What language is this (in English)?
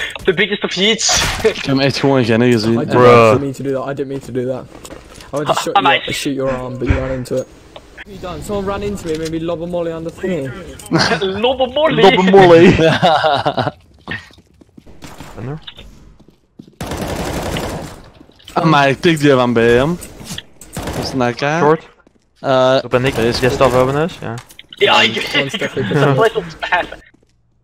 Dutch